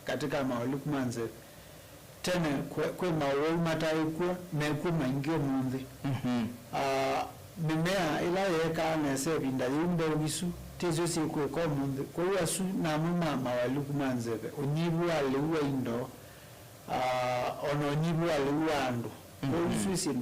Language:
Kamba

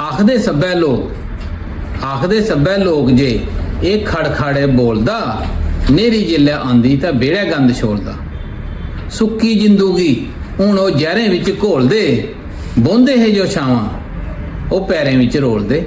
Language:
Dogri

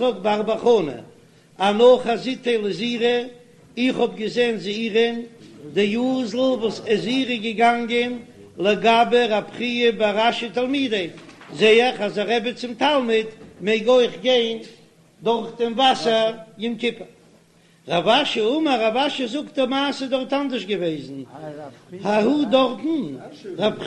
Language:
Yiddish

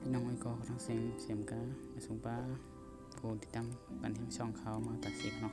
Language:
Shan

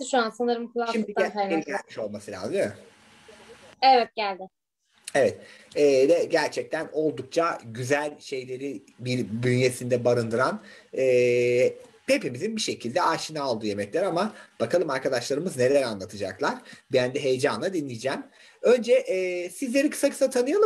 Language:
Turkish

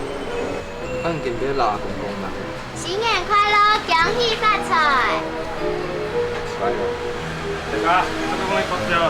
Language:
Hakka Chinese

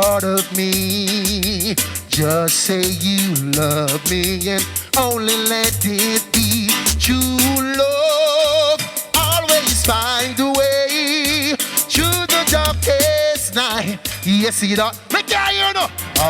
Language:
Jamaican Creole English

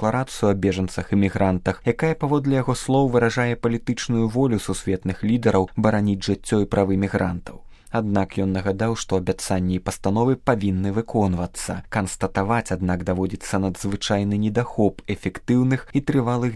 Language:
Belarusian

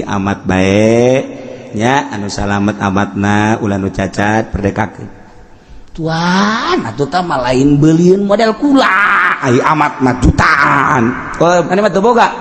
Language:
Sundanese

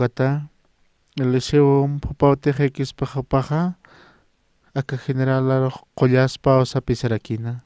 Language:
Aymara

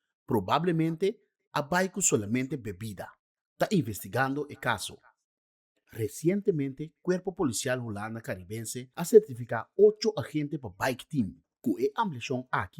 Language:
Papiamento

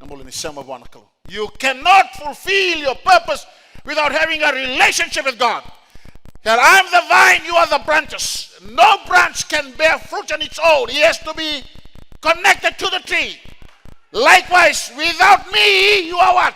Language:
Fijian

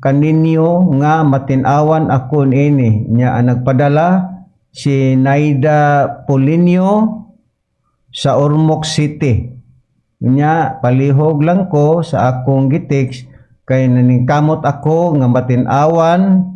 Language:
Cebuano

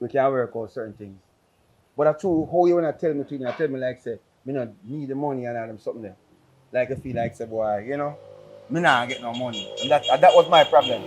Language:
Jamaican Creole English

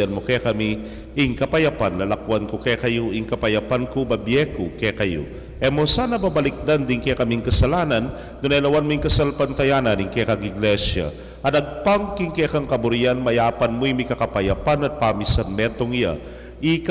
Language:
Pampanga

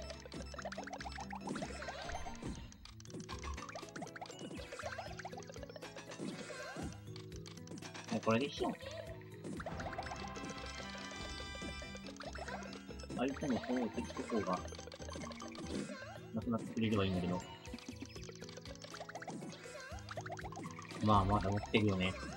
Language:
Japanese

